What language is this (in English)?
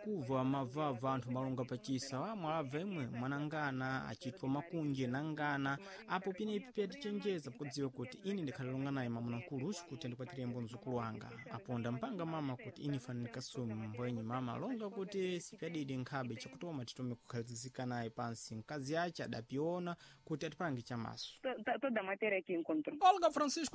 Sena